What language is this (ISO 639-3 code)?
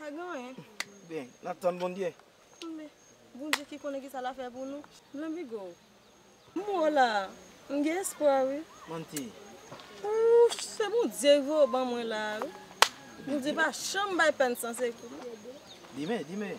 hat